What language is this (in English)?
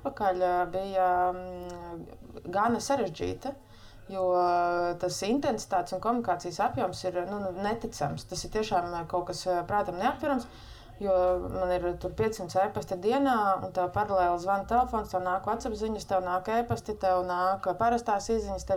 Latvian